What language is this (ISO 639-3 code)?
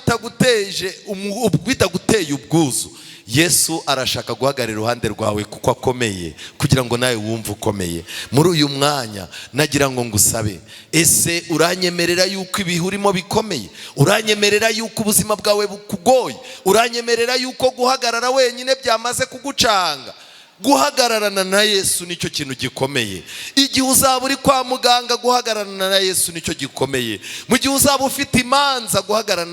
kin